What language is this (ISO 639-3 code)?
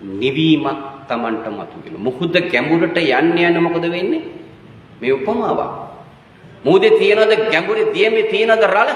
sin